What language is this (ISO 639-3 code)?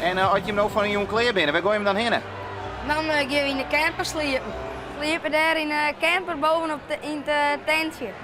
fry